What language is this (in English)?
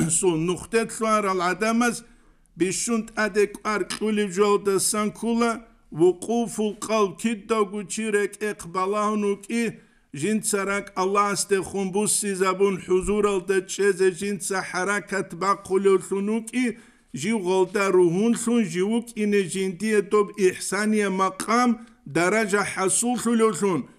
Avaric